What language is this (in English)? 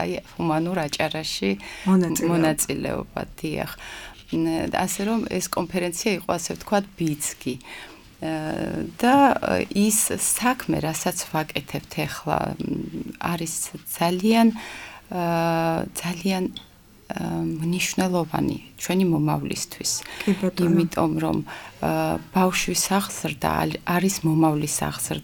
Georgian